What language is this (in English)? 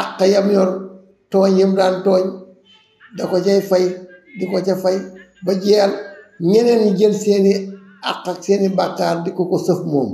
Wolof